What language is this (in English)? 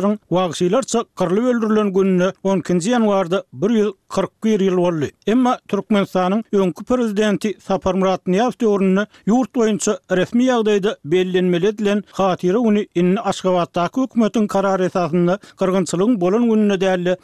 Turkmen